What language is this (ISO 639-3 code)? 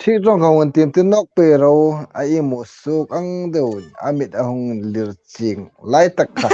hmr